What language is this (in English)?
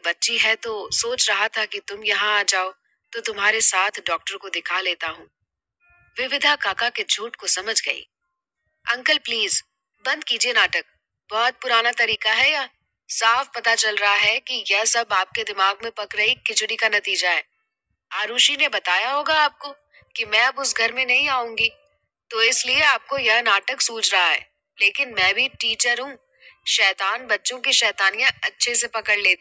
Hindi